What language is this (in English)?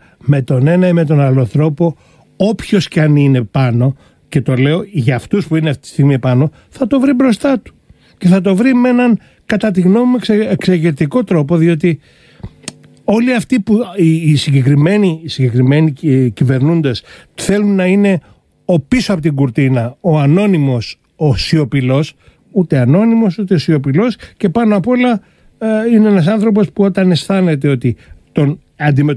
Greek